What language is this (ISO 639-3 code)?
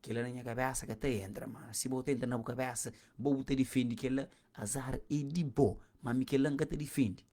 kea